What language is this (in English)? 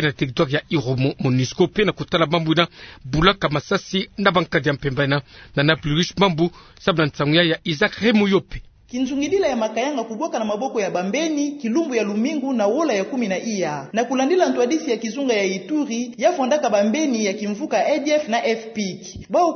Kituba (Democratic Republic of Congo)